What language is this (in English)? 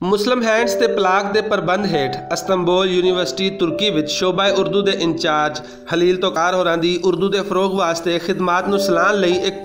Western Panjabi